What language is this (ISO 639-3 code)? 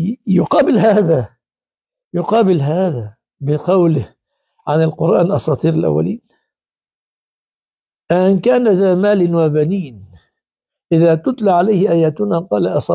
ara